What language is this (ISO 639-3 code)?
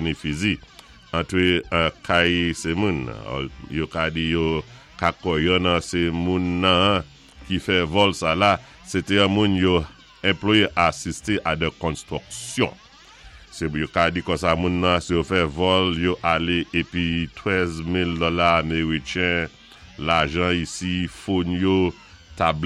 acf